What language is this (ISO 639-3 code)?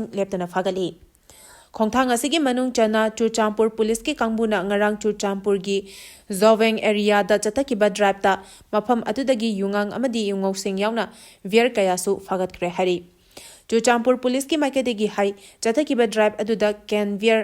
mni